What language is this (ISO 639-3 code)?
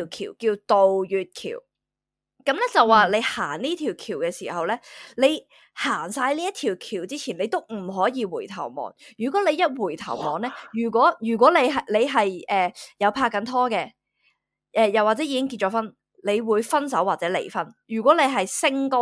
yue